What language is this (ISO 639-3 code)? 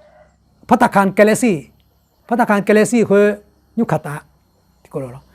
ahk